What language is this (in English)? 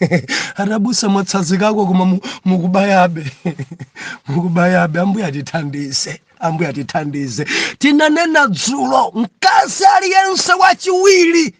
Nyanja